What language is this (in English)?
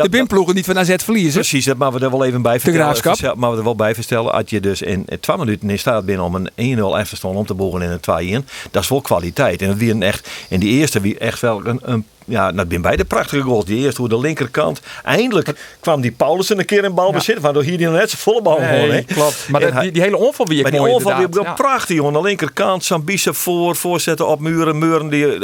Western Frisian